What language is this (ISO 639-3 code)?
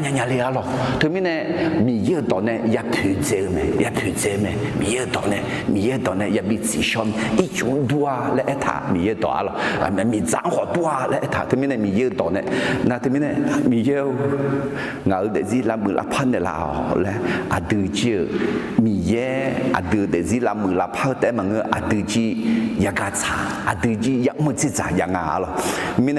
ahk